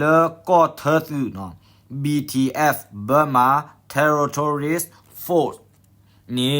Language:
S'gaw Karen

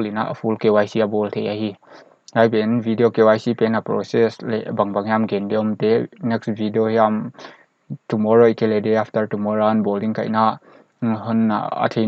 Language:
Paite Chin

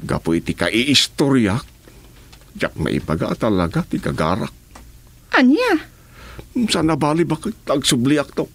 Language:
Iloko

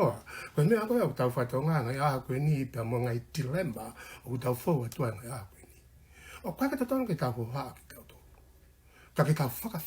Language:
Tongan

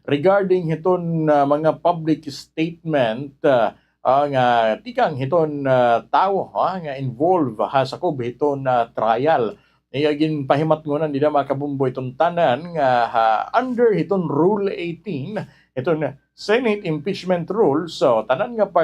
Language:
Waray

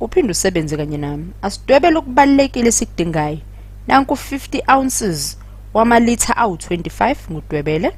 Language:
Zulu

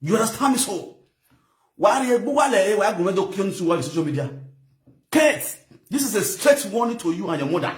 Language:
Nigerian Pidgin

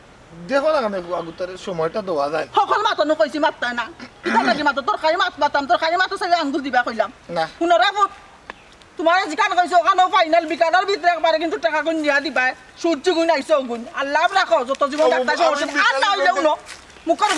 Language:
Sylheti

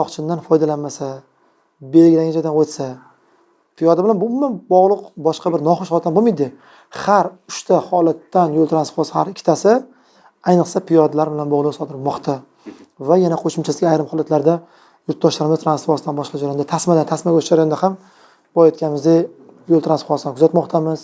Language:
Uzbek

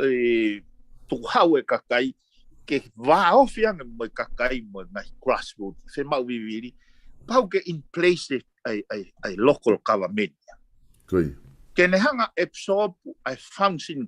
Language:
Tongan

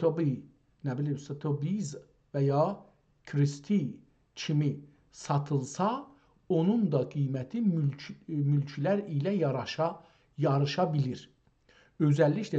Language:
South Azerbaijani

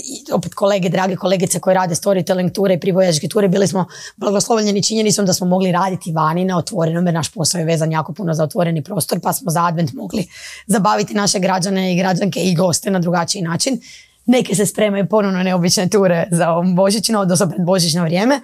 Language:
Croatian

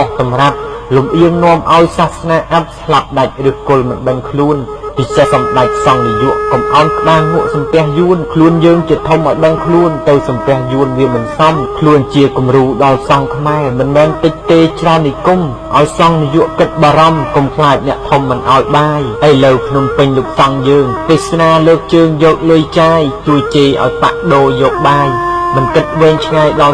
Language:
Khmer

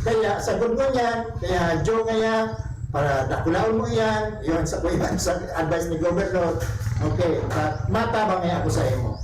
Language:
Bikol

